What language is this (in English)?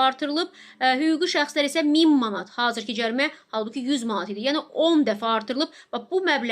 Azerbaijani